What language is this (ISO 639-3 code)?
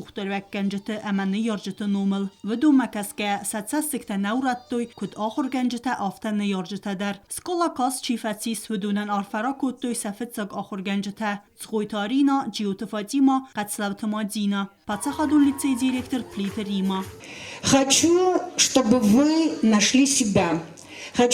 oss